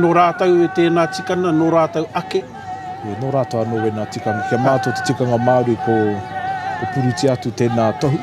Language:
Māori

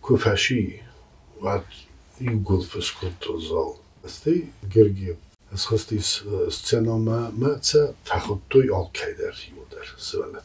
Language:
Ossetic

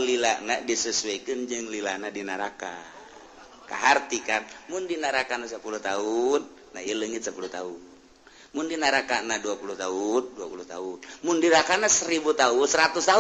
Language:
Sundanese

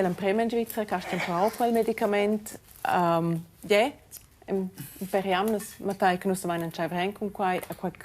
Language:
Romansh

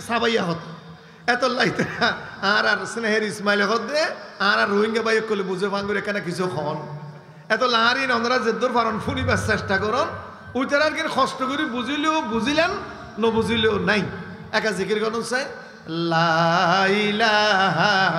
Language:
Rohingya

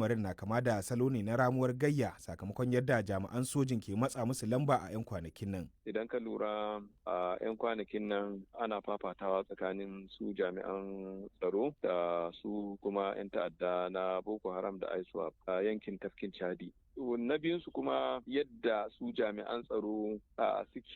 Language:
Hausa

